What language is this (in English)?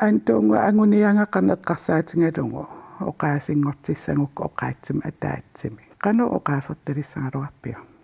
Kalaallisut